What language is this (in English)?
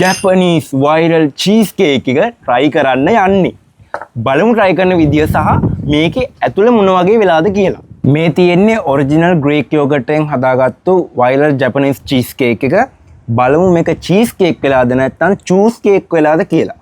Sinhala